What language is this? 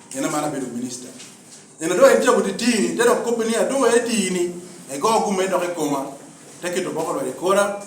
Lango (Uganda)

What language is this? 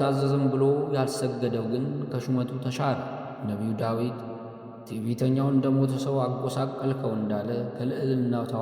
Amharic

